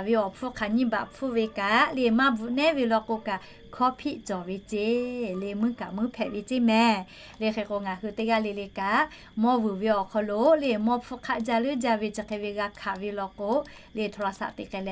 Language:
Lahu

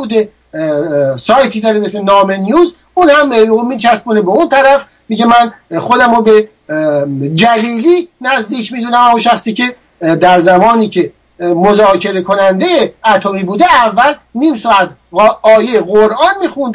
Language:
Persian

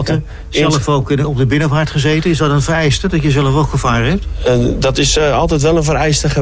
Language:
Dutch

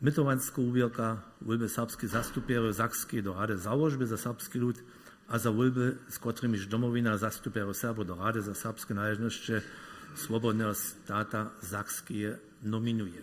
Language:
Upper Sorbian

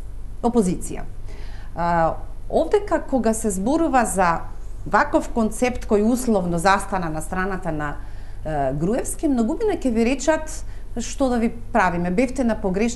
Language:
Macedonian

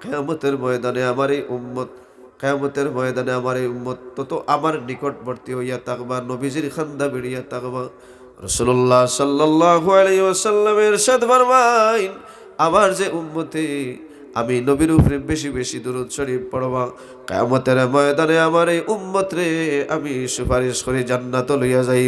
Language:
Sylheti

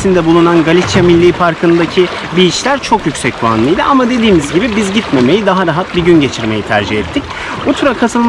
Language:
Turkish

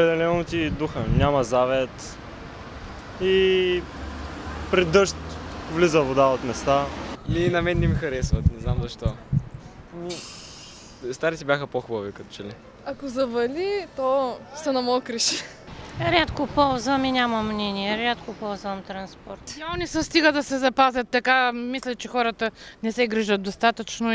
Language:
Bulgarian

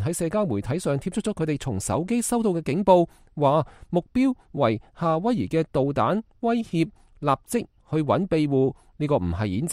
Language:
Cantonese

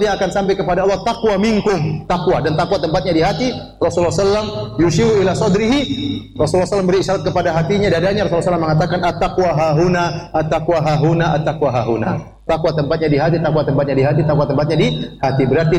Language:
Indonesian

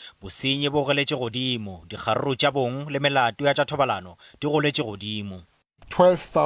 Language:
Northern Sotho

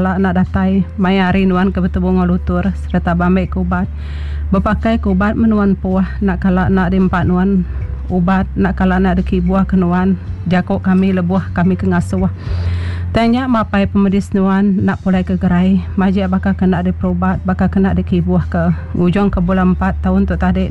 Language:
Iban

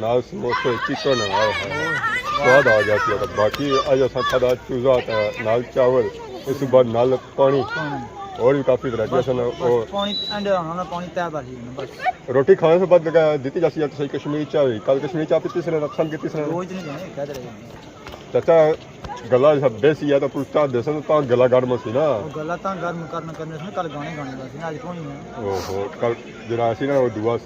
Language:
Pahari-Potwari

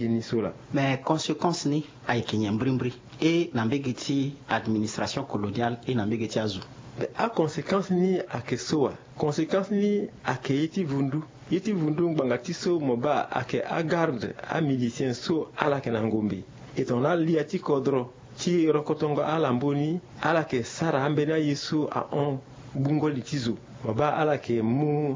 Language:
Sango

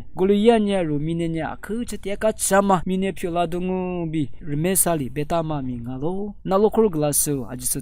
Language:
Lisu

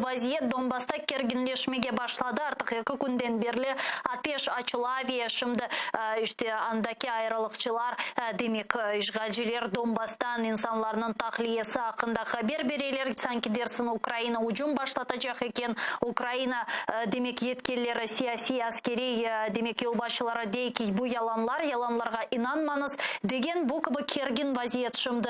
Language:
Crimean Tatar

